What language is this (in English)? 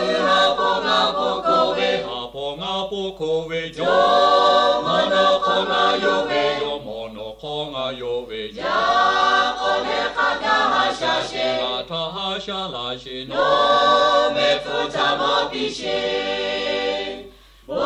Lahu